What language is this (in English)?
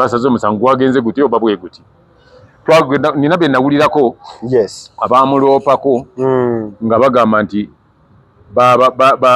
Ganda